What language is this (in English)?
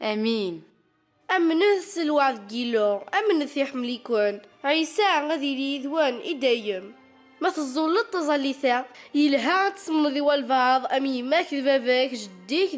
Kabyle